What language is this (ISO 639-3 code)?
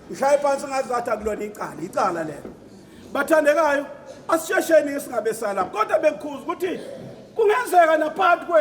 zul